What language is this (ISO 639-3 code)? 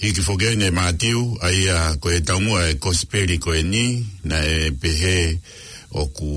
ton